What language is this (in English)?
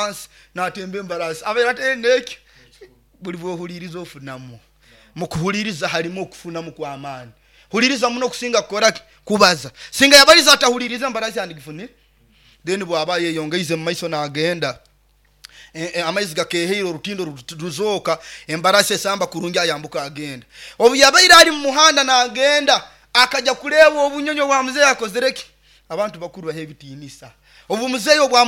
Nyoro